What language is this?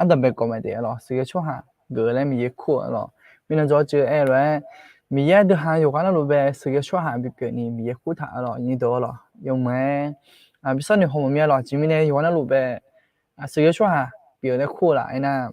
Akha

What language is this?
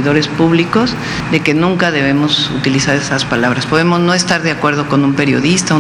Spanish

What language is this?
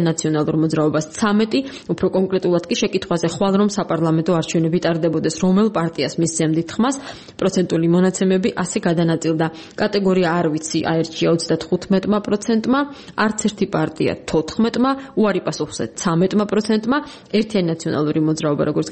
Georgian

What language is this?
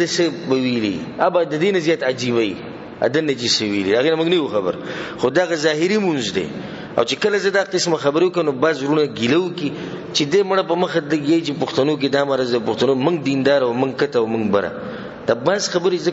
Pashto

